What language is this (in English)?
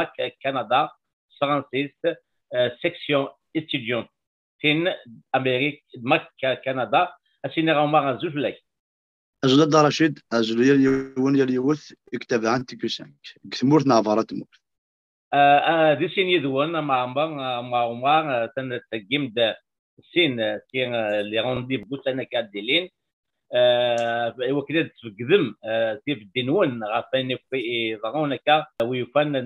Kabyle